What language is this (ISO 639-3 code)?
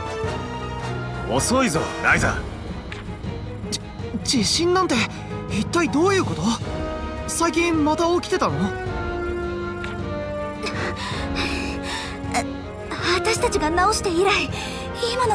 jpn